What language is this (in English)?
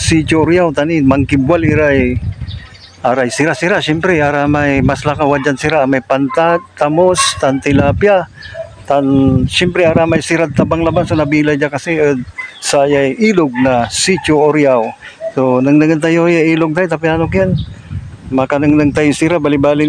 Pangasinan